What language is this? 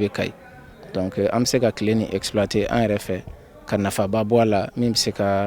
Bambara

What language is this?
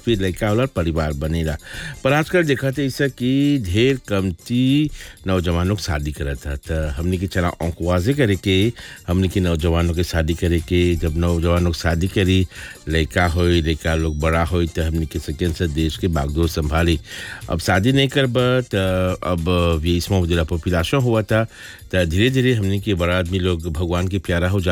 Bhojpuri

